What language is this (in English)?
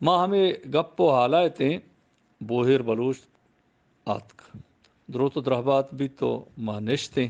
Eastern Balochi